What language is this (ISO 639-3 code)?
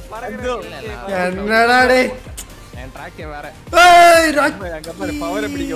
tam